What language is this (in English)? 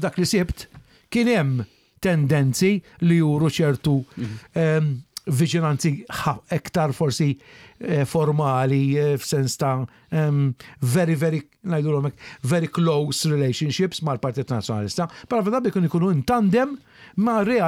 Maltese